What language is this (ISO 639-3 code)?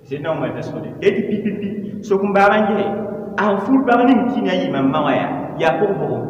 mos